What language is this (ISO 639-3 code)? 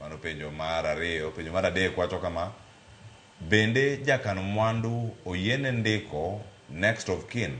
luo